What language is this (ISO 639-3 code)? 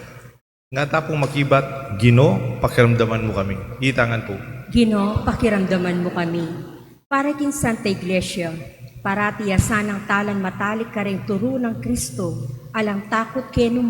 pam